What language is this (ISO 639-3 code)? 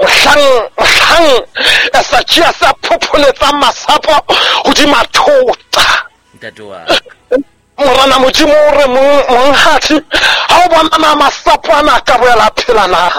sot